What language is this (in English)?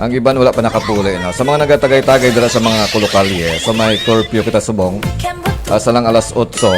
Hiligaynon